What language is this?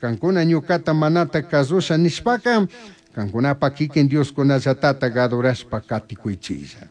Chimborazo Highland Quichua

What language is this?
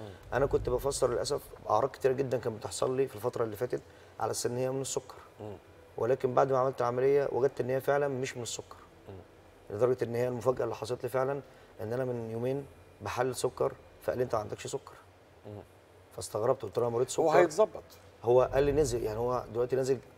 Egyptian Arabic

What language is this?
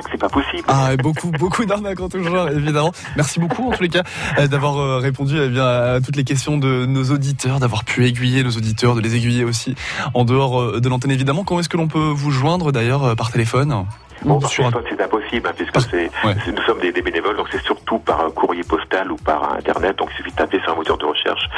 French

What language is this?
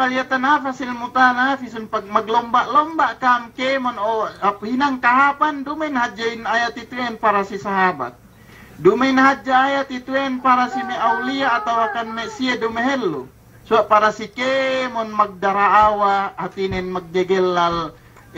Yakan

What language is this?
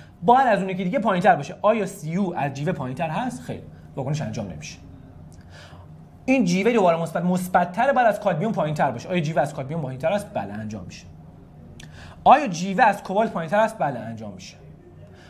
Persian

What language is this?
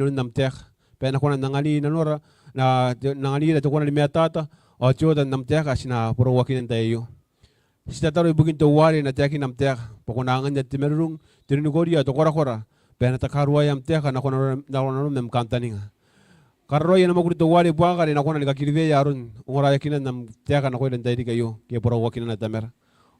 Gilbertese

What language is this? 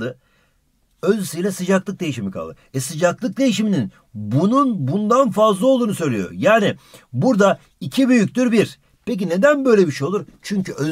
Turkish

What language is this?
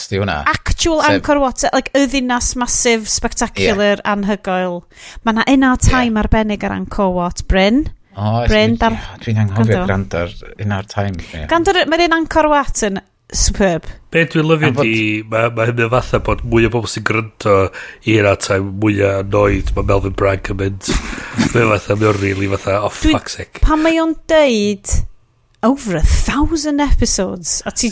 Welsh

